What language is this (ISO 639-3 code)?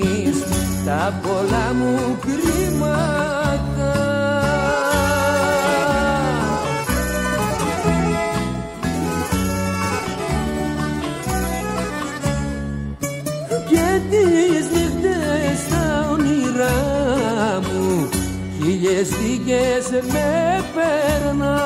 ell